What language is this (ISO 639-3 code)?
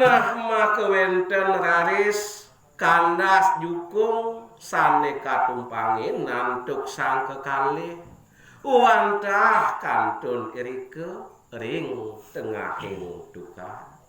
ban